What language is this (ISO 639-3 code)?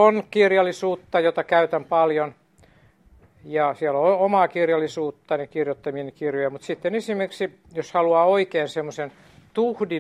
fin